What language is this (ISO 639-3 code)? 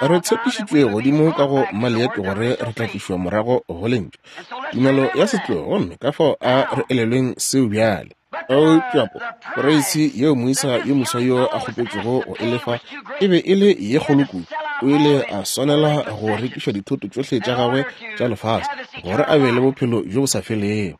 nso